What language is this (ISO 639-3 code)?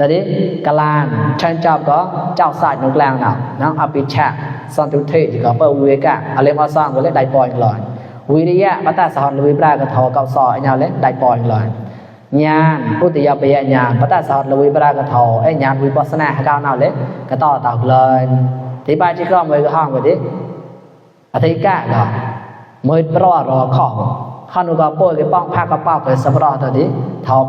mnw